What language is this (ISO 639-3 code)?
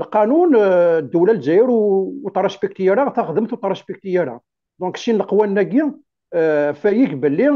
kab